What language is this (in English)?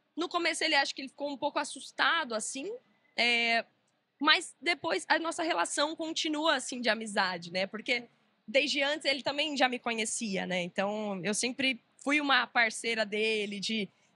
Portuguese